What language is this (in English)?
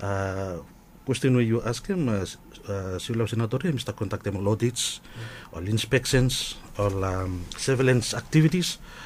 Bislama